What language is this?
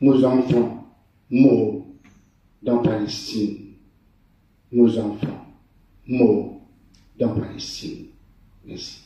Morisyen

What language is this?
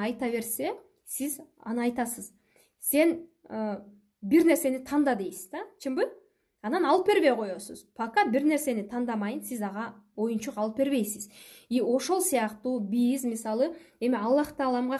Kyrgyz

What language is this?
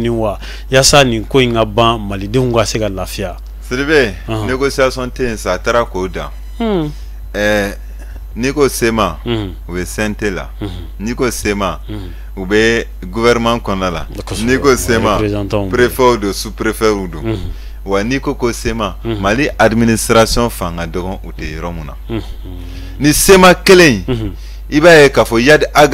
Bambara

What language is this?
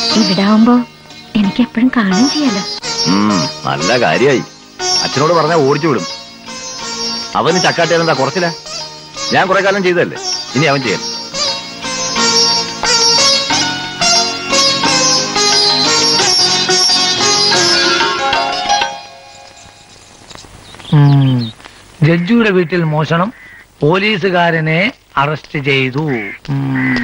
Malayalam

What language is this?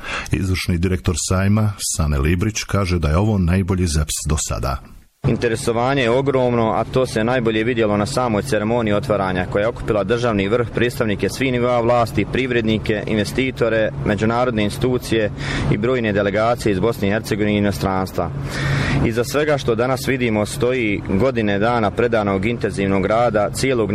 Bosnian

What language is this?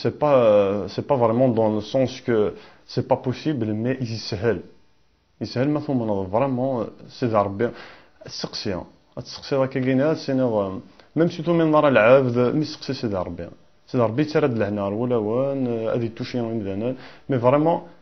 Kabyle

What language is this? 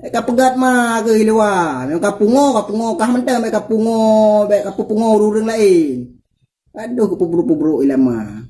Achinese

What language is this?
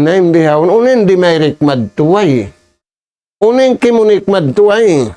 Tausug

